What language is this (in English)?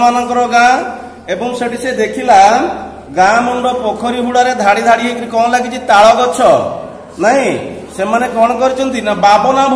Odia